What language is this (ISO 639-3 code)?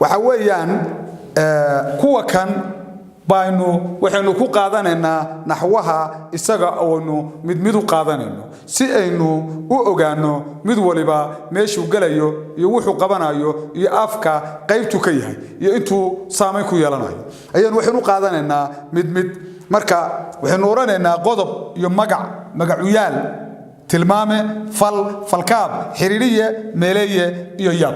som